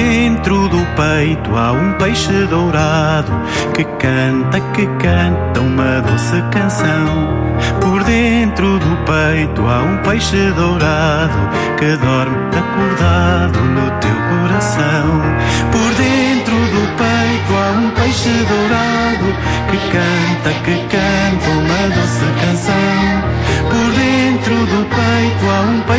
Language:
Portuguese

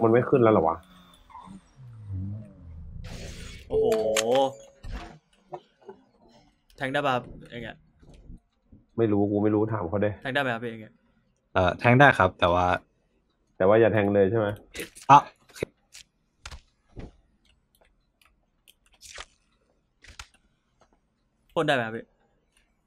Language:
Thai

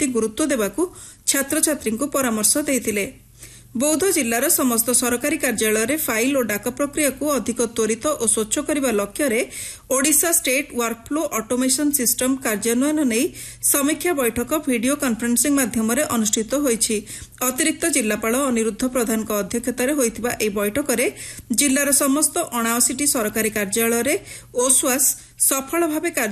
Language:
Odia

